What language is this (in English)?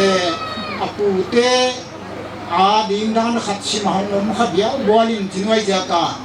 Paite Chin